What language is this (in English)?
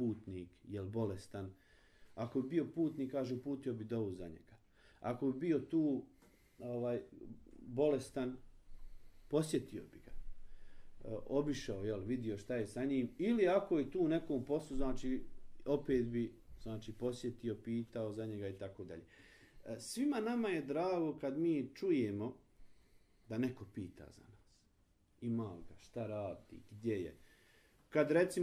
Bosnian